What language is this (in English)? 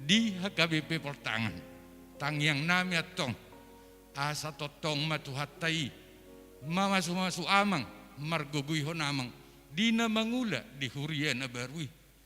Batak Toba